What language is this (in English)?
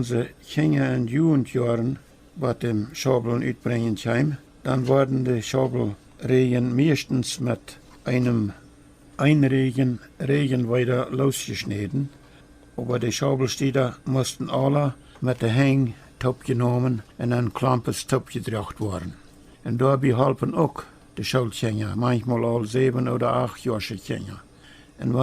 Plautdietsch